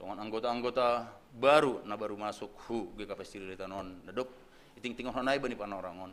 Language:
Batak Simalungun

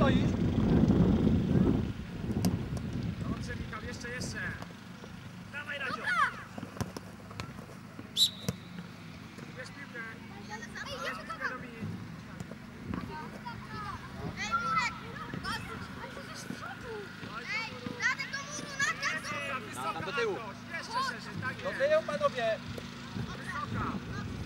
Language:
Polish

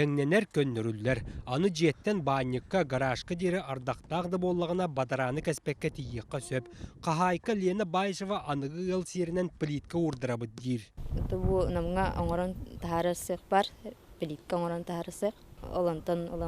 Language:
Yakut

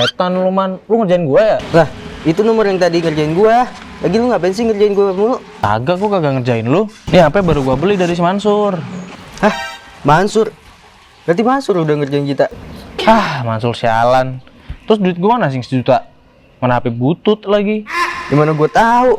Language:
Betawi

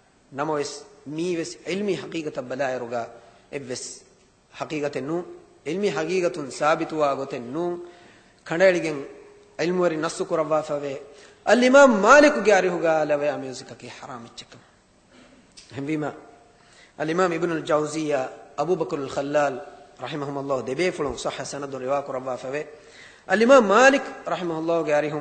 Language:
Divehi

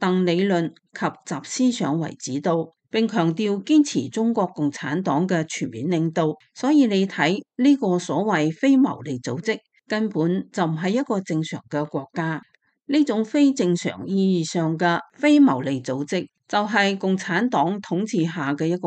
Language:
Cantonese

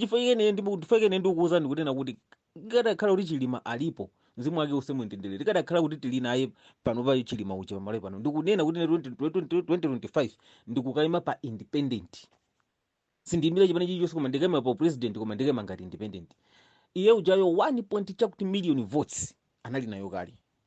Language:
Nyanja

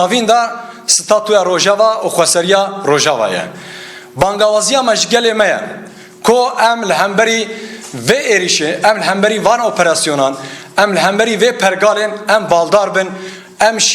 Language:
Kurdish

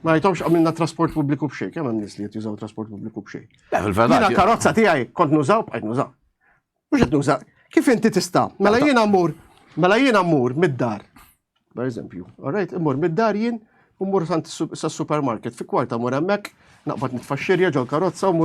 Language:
Maltese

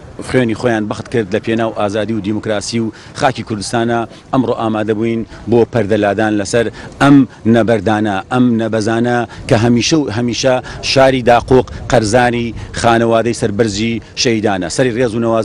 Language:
Central Kurdish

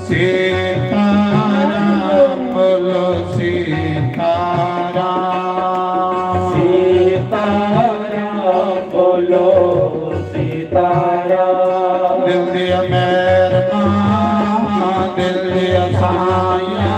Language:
Dogri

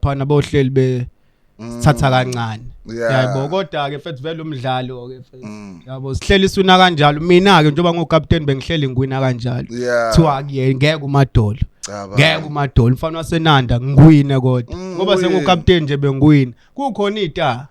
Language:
Zulu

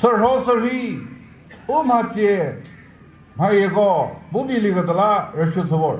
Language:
Chokri Naga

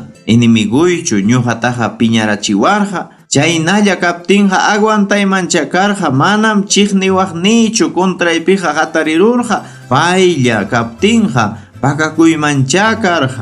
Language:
Ayacucho Quechua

